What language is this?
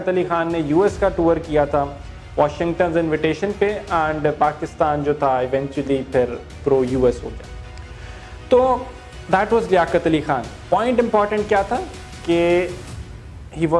Urdu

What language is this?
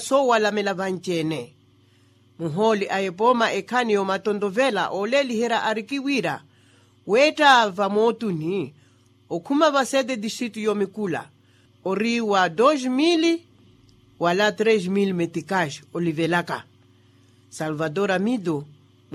Makhuwa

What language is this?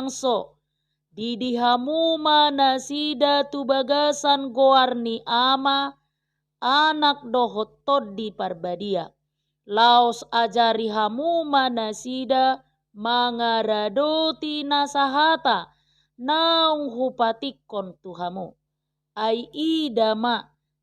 Batak Toba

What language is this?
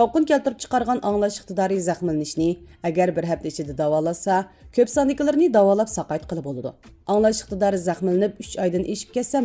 Uyghur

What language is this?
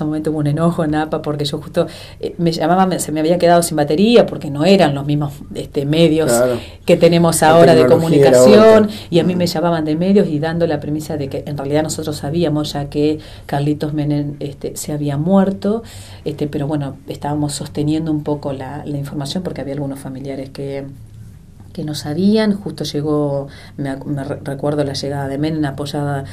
Spanish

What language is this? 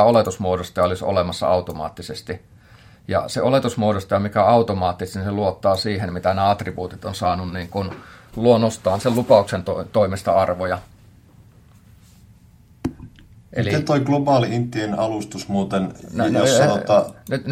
Finnish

